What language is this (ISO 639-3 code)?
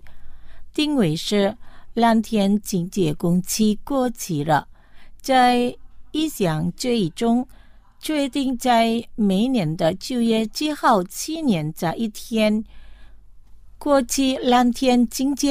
zho